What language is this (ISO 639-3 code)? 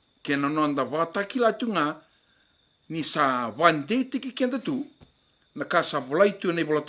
fij